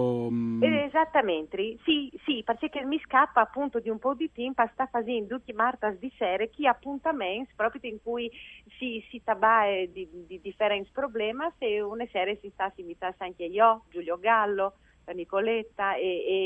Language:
Friulian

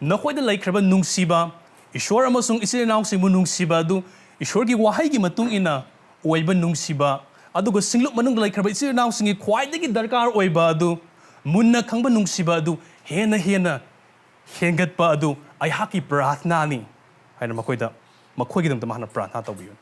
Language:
Manipuri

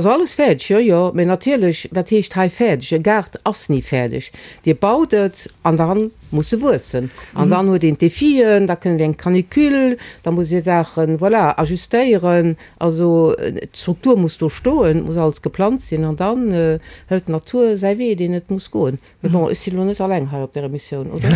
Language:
Luxembourgish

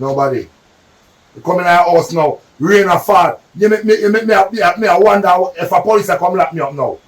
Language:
Jamaican Creole English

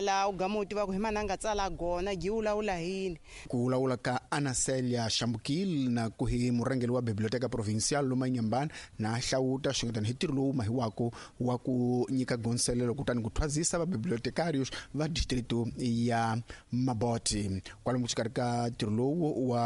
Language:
Tsonga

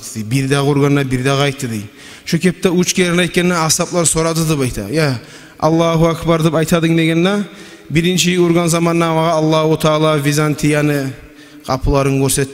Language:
Kumyk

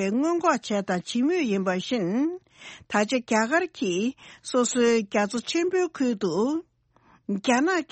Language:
Tibetan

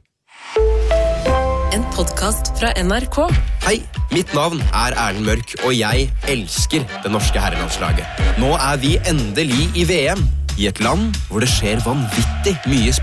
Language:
Norwegian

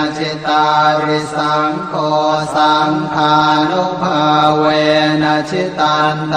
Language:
Pali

